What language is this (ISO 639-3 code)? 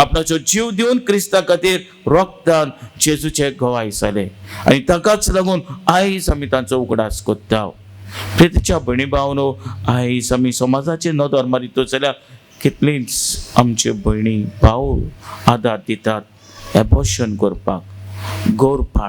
kok